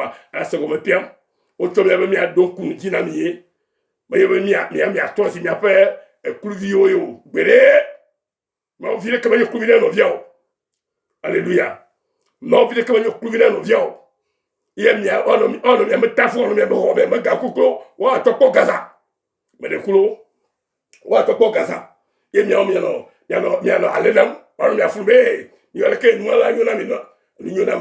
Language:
Ewe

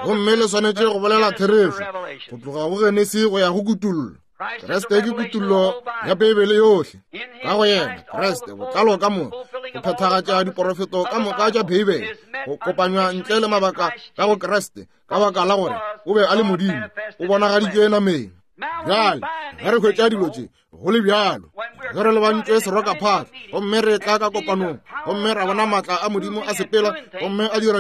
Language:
Northern Sotho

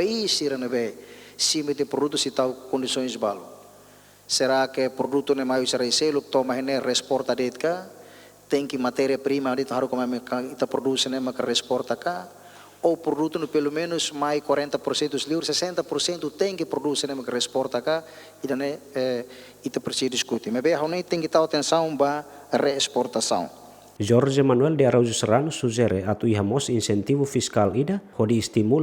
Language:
Tetum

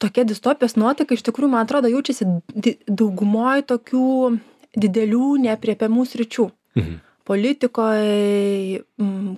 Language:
Lithuanian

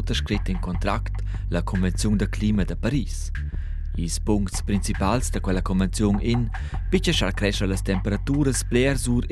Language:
Romansh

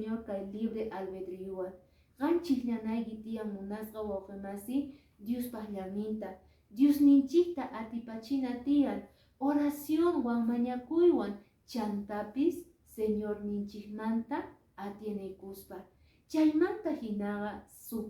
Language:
Quechua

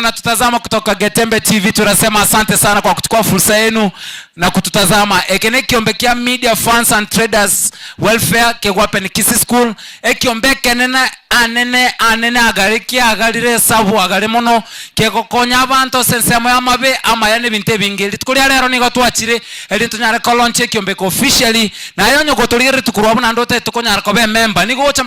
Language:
Gusii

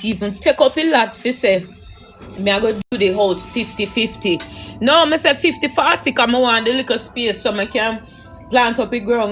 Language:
Jamaican Creole English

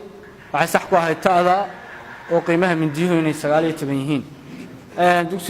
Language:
Somali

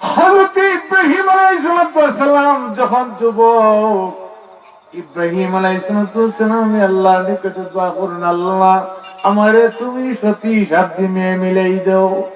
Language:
Sylheti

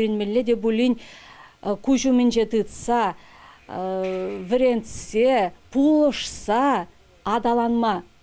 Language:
Chuvash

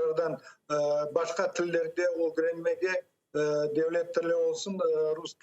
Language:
Crimean Tatar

